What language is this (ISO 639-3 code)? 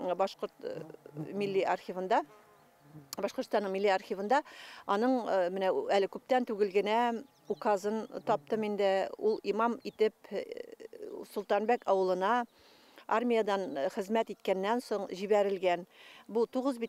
bak